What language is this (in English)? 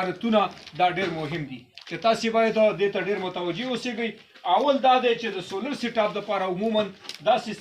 Pashto